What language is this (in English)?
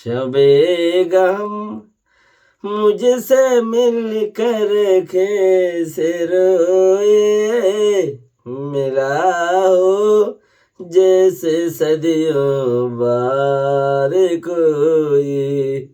Rohingya